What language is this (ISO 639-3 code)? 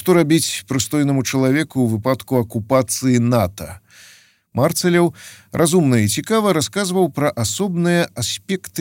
bel